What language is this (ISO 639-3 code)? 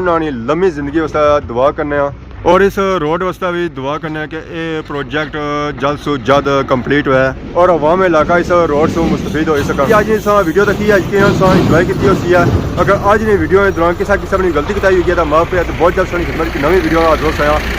phr